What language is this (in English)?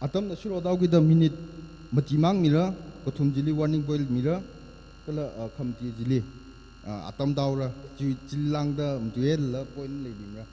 Tangkhul Naga (India)